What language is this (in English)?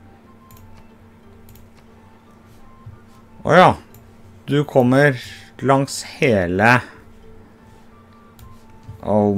Norwegian